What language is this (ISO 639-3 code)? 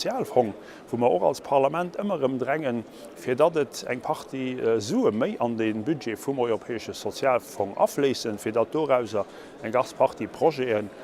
ltz